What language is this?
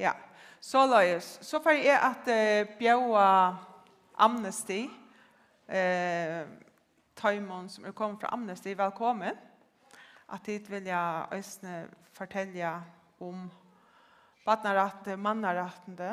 Faroese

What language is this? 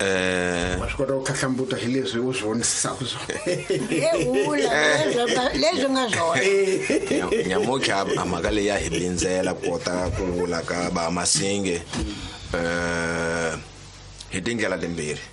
Tsonga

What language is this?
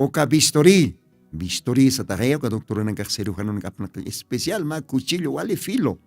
Aymara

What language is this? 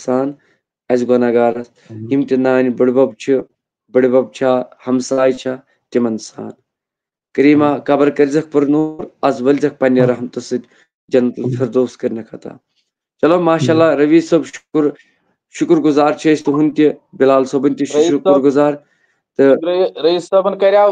Kashmiri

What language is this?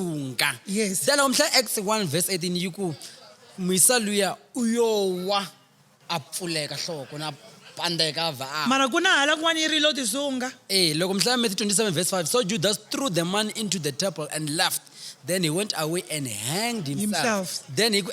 Tsonga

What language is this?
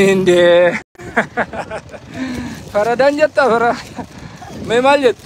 Oromo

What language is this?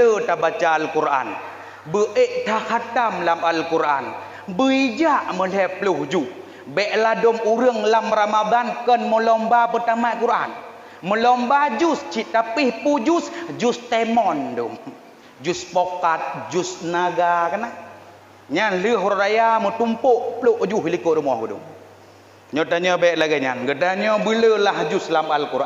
Achinese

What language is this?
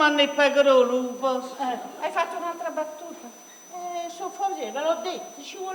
Neapolitan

